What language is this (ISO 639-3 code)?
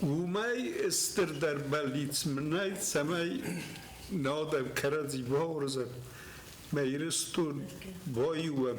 oss